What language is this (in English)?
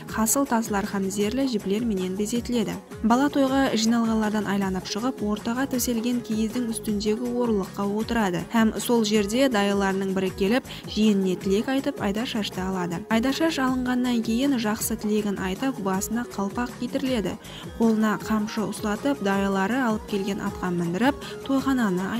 Kara-Kalpak